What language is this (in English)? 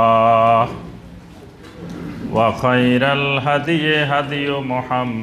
Bangla